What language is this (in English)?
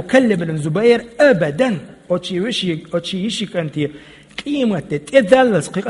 Chechen